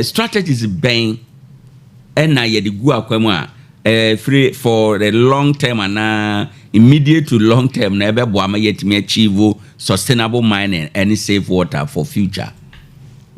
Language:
Akan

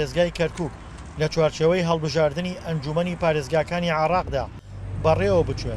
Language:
Central Kurdish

